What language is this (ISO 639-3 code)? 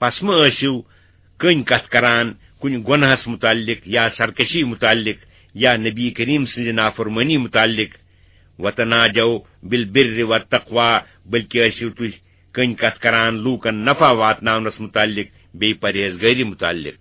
kas